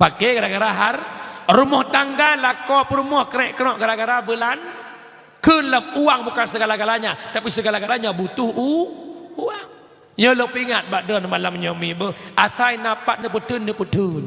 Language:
Achinese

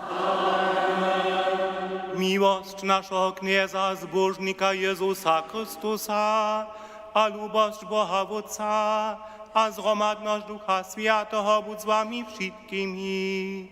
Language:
Upper Sorbian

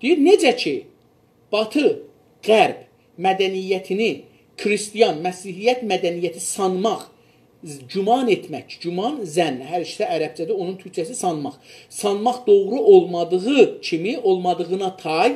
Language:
South Azerbaijani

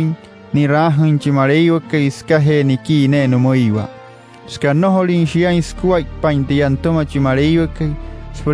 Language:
Wayuu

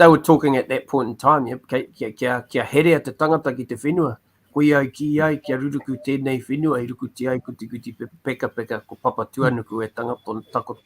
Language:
Māori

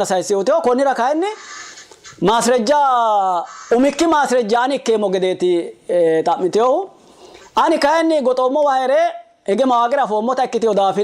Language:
Sidamo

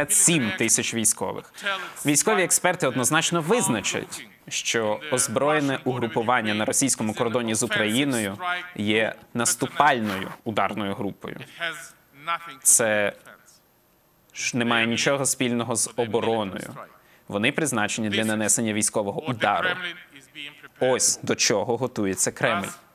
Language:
Ukrainian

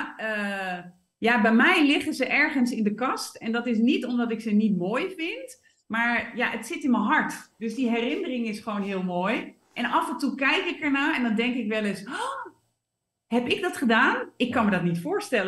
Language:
Dutch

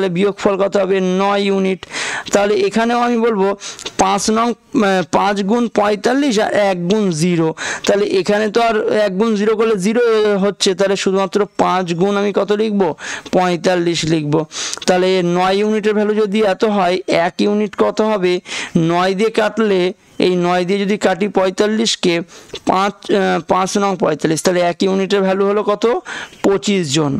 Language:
Bangla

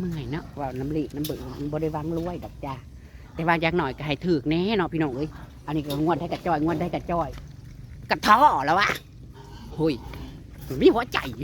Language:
Northeastern Thai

